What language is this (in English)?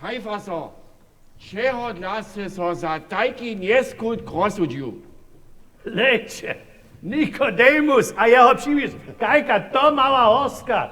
Upper Sorbian